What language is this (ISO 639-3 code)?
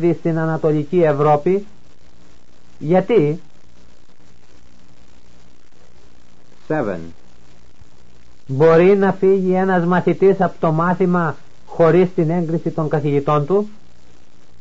ell